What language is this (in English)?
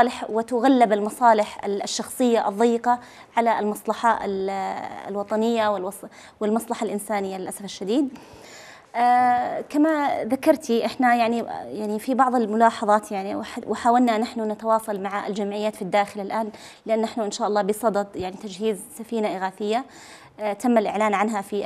Arabic